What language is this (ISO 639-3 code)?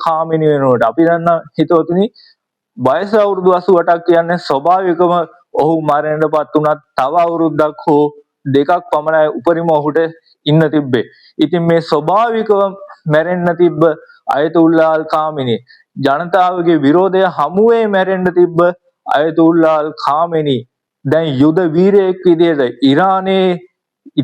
sin